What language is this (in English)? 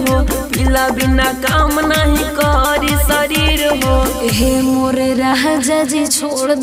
Bhojpuri